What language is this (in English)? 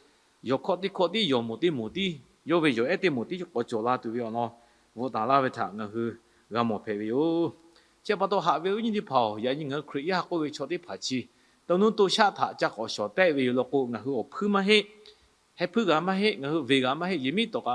Lahu